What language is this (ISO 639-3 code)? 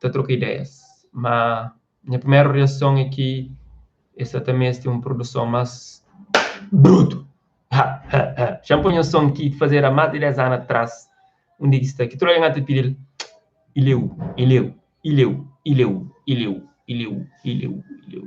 kea